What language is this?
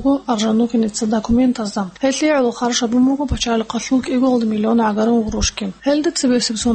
Avaric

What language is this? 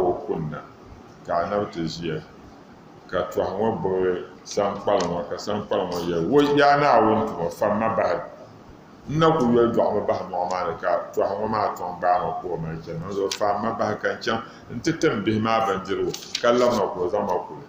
Dagbani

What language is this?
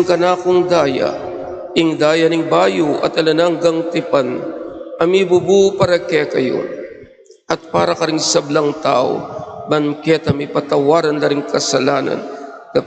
Pampanga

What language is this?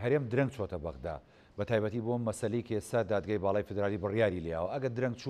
Central Kurdish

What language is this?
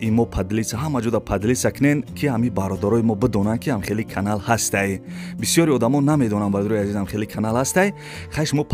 Tajik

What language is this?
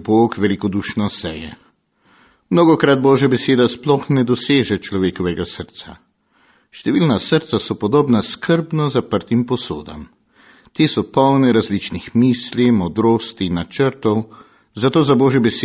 Slovenian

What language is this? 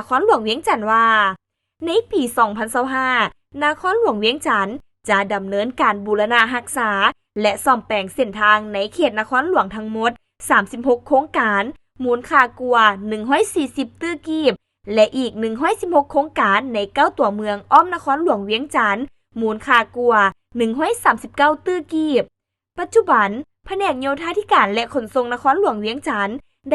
Lao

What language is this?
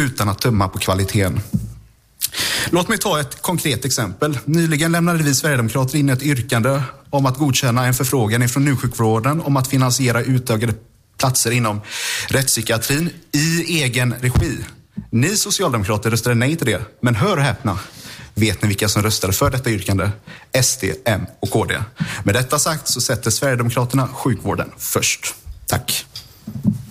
Swedish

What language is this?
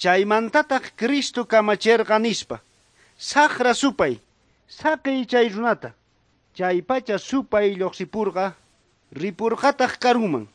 South Bolivian Quechua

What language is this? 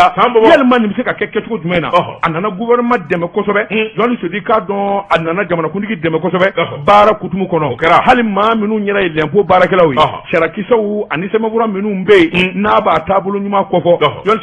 Bambara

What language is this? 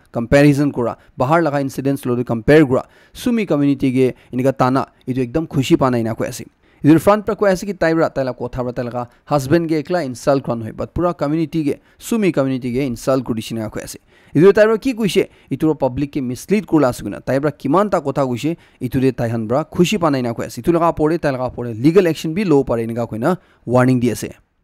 Naga Pidgin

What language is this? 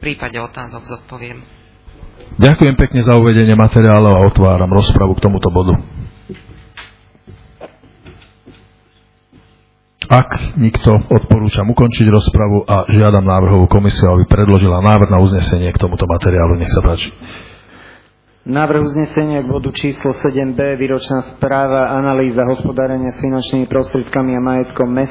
Slovak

